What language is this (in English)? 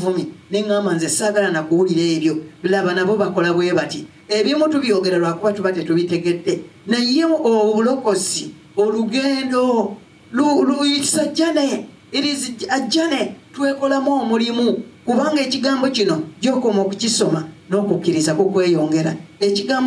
Ganda